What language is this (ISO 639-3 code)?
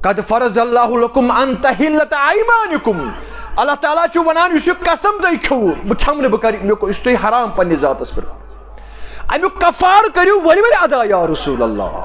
kas